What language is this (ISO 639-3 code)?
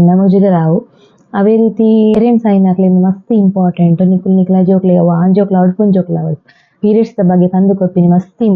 tcy